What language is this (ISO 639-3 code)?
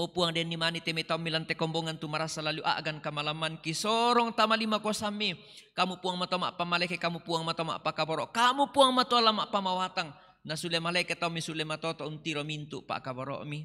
sda